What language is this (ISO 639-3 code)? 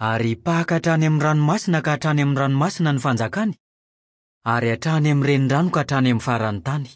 mlg